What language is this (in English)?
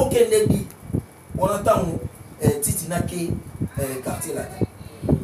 Lingala